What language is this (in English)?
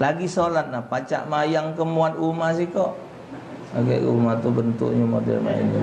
Musi